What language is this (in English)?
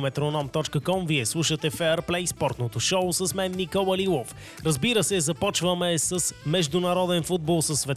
Bulgarian